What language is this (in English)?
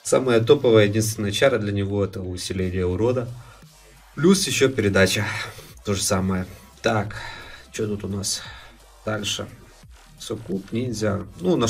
Russian